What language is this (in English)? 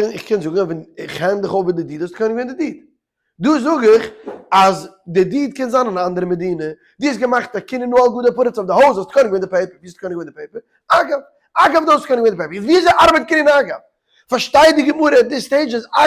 Yiddish